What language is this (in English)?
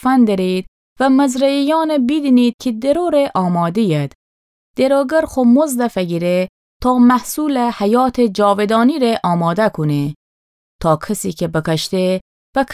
Gilaki